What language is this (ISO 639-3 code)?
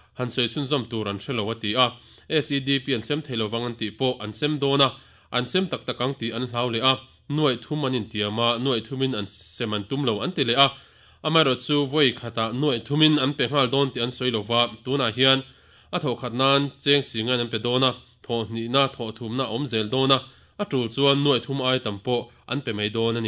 lus